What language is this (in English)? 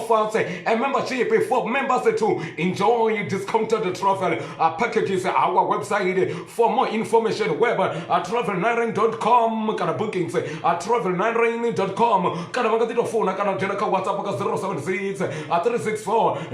Venda